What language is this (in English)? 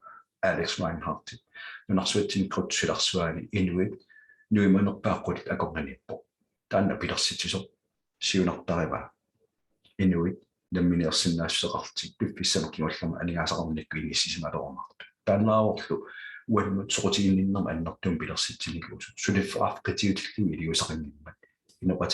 Kalaallisut